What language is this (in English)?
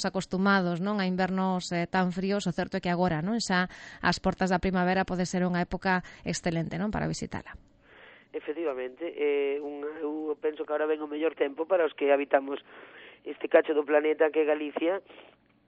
Galician